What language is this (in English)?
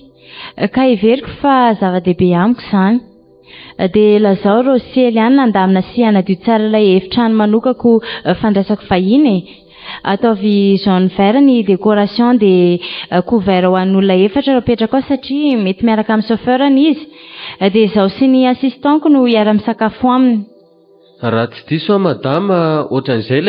Malagasy